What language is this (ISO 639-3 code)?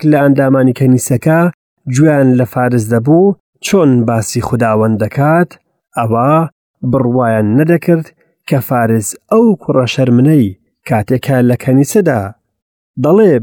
ckb